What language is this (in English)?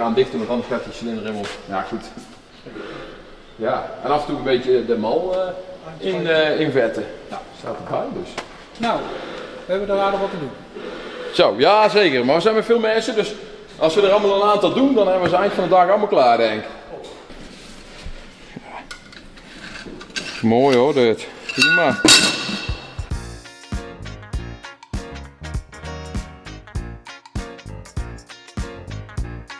Dutch